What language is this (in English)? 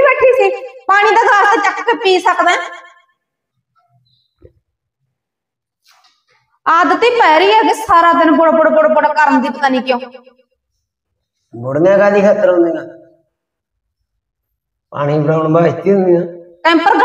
Punjabi